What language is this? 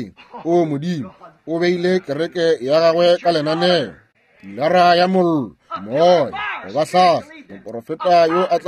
Northern Sotho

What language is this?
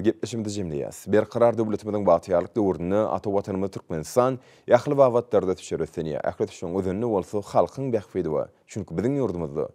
Turkmen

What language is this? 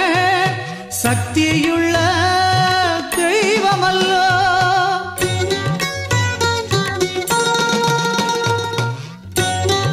Tamil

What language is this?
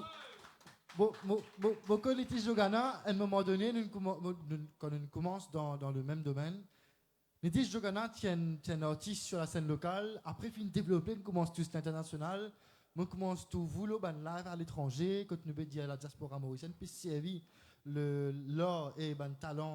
Morisyen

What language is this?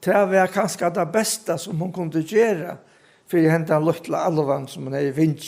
Faroese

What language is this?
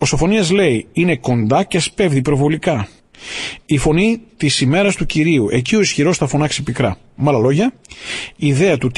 Greek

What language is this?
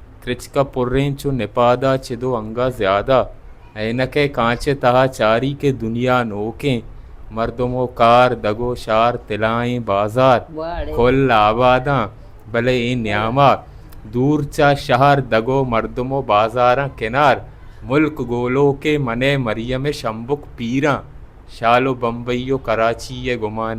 Baluchi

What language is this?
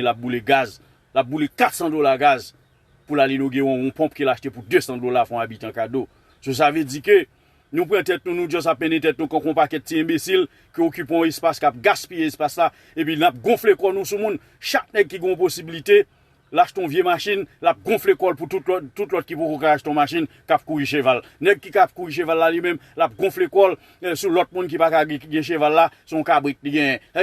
Haitian Creole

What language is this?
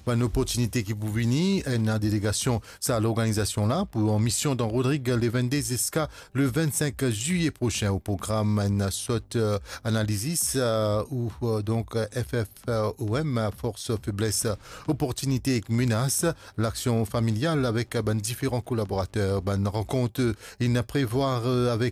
Morisyen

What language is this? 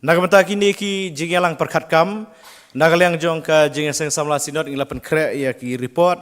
Khasi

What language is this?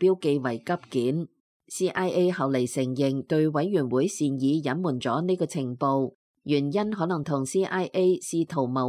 Cantonese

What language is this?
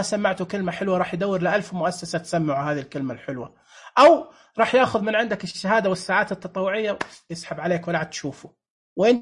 Najdi Arabic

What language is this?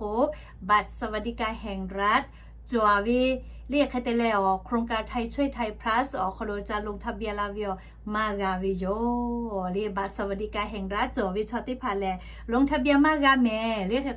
Lahu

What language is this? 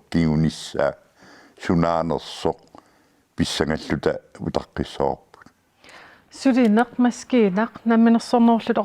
Kalaallisut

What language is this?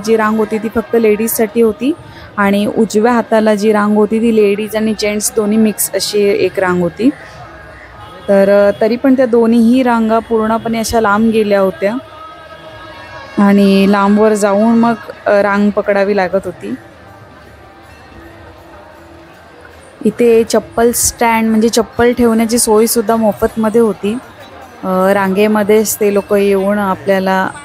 Marathi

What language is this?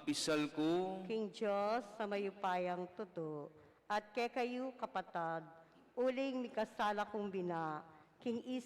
Pampanga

